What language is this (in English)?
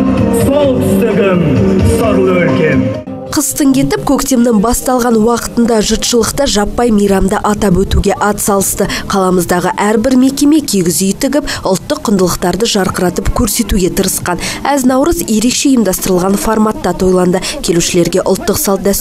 Kazakh